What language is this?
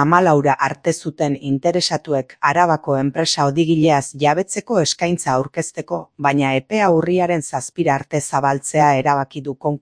Basque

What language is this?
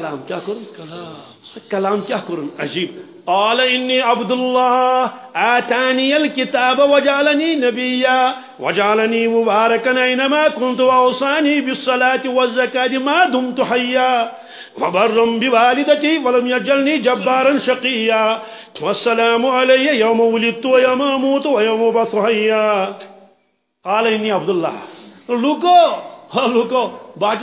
Kashmiri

